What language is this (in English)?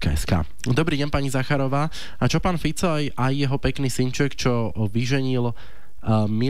Slovak